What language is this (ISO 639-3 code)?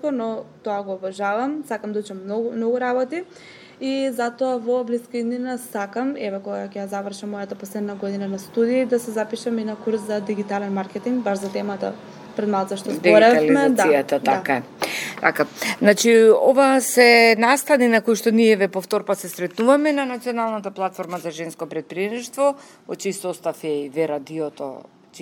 mkd